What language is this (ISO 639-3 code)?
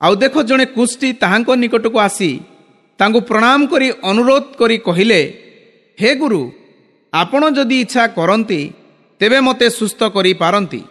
ori